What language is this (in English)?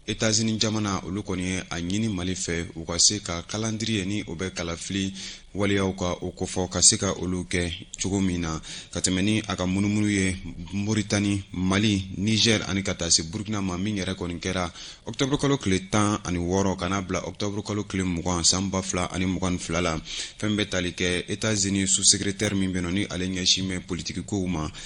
Bambara